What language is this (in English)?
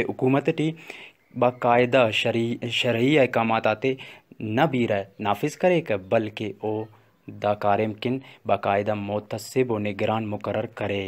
Brahui